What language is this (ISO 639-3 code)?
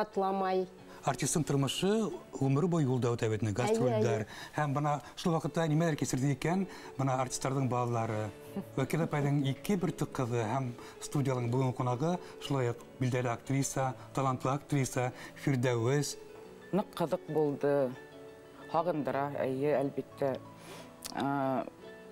bak